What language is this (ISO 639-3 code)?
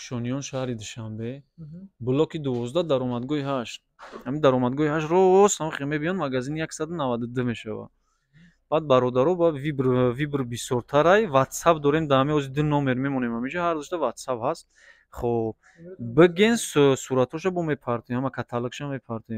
tgk